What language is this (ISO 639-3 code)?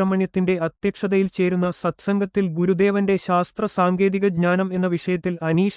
mal